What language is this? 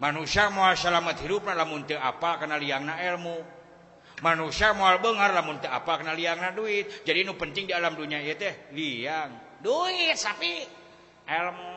Sundanese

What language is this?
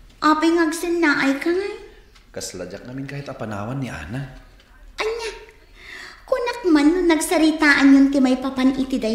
Iloko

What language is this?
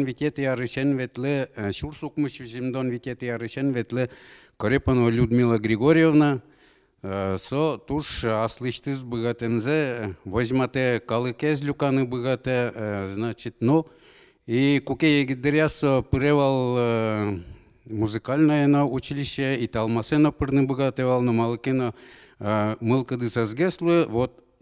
Udmurt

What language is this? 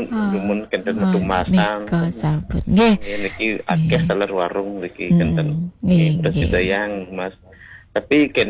Balinese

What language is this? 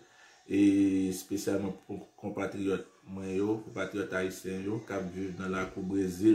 Haitian Creole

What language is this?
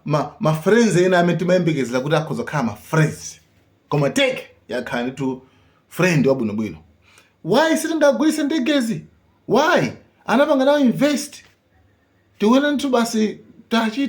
Nyanja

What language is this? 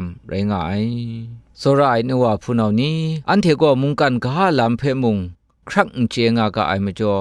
Kachin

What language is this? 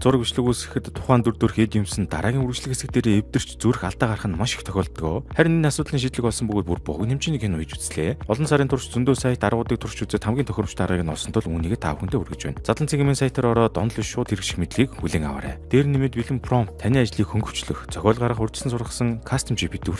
Mongolian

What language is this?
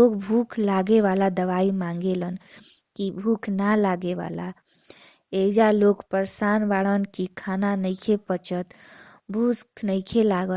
Bhojpuri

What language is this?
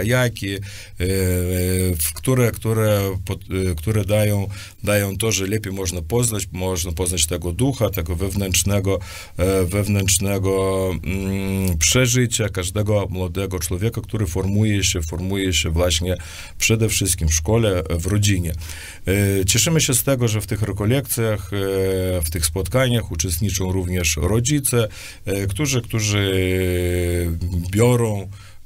Polish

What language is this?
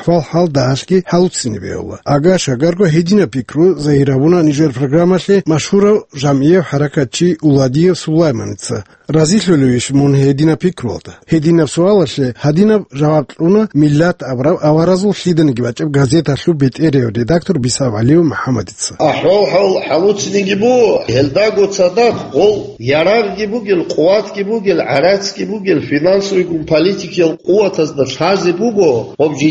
Avaric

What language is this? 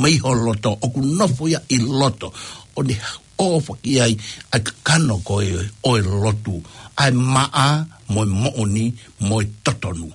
Tongan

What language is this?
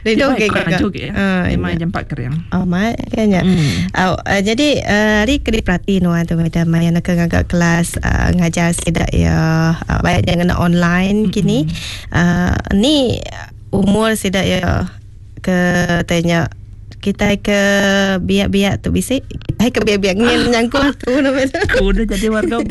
Iban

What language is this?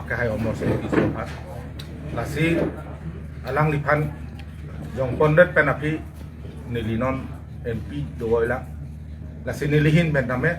Karbi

